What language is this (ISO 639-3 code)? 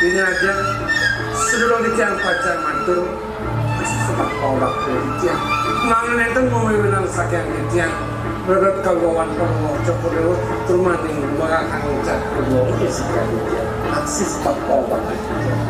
ban